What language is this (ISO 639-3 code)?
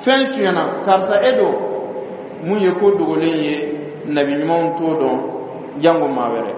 dyu